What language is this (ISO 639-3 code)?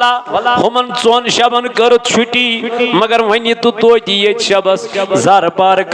kas